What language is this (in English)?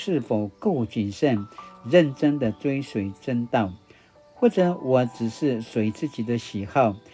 Paiwan